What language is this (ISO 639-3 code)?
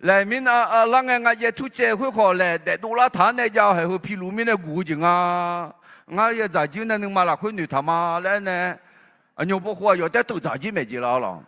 ahk